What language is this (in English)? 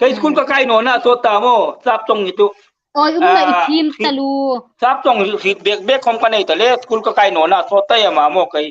Hmar